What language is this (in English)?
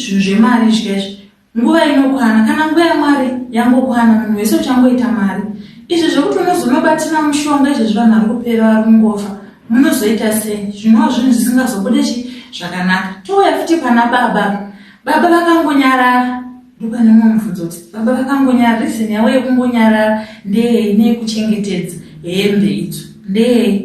Shona